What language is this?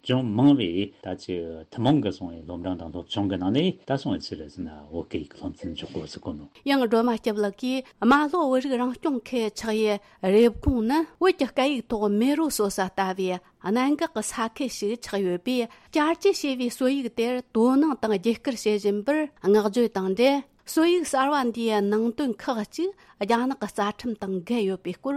Tibetan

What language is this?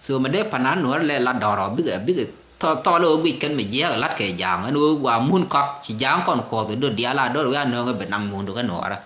Nuer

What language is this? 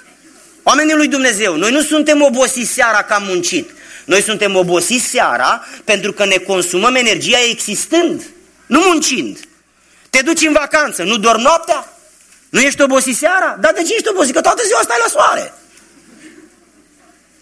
Romanian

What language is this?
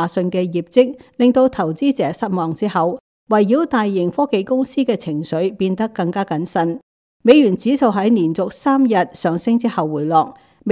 Cantonese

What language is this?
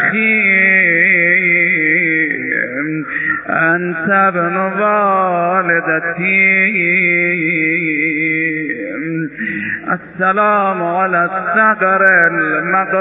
Persian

